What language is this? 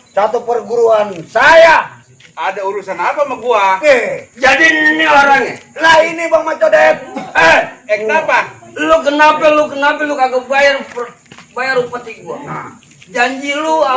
Betawi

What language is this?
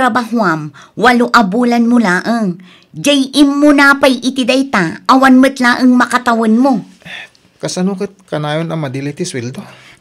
Iloko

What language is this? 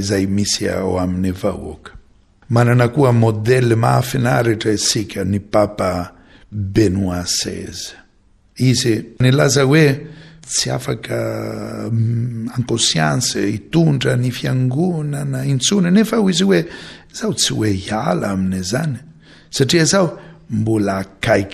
Malagasy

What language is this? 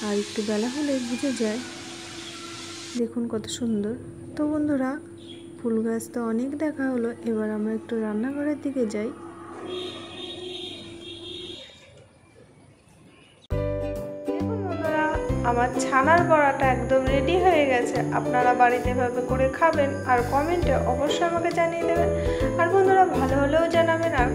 Bangla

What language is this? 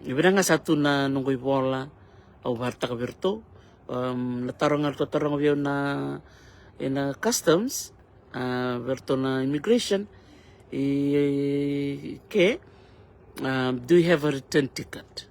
Fijian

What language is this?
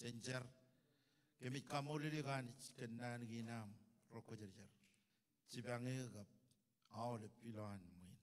Marshallese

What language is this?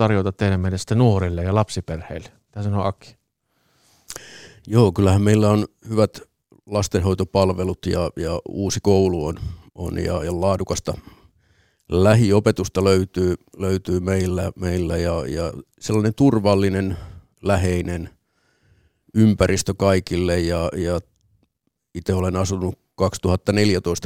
Finnish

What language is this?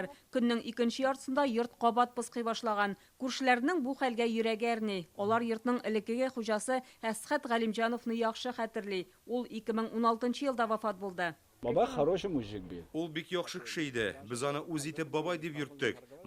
Tatar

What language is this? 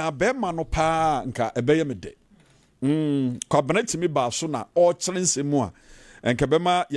Akan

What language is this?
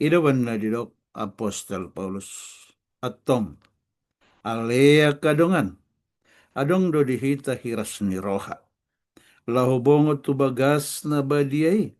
Batak Toba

